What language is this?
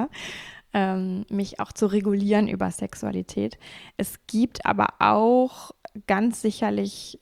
German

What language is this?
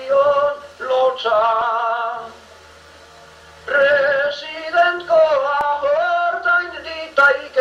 Basque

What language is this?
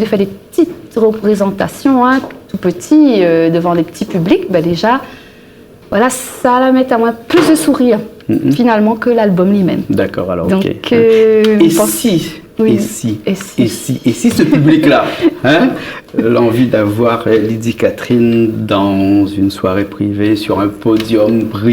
Réunion Creole French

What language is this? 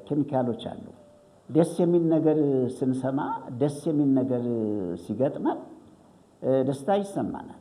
Amharic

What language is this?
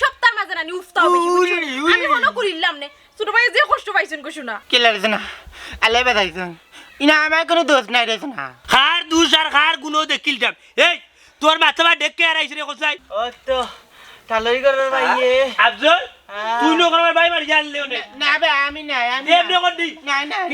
Sylheti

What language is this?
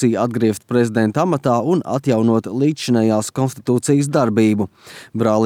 Latvian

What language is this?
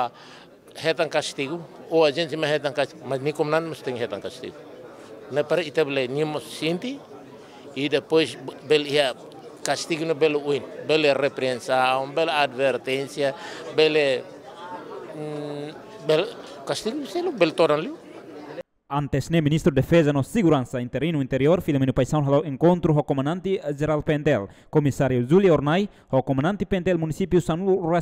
Tetum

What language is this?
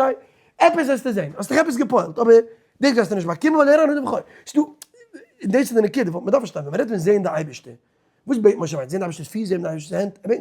Yiddish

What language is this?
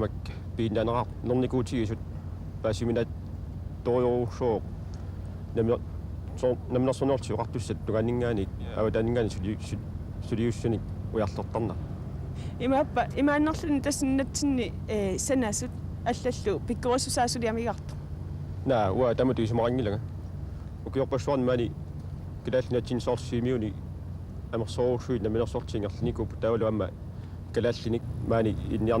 Kalaallisut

